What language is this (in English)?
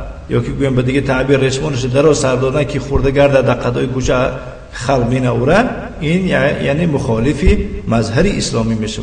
Tajik